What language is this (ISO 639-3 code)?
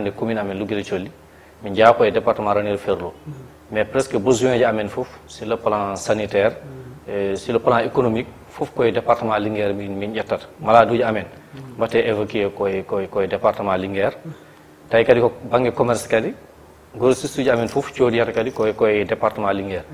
ful